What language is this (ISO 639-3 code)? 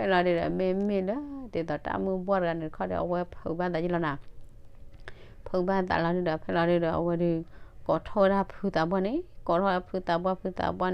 ksw